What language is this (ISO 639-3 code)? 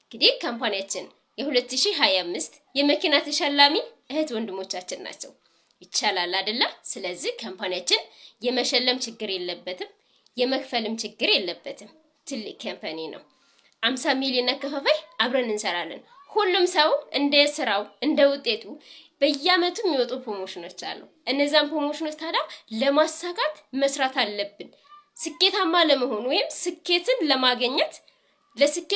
amh